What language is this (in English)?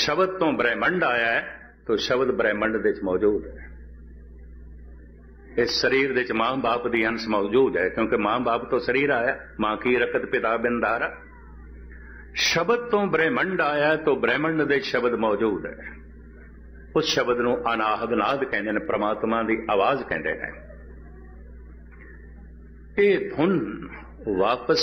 Punjabi